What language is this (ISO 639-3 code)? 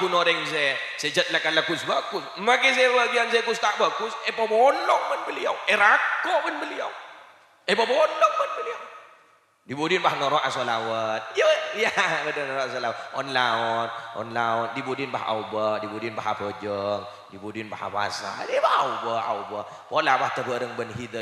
mad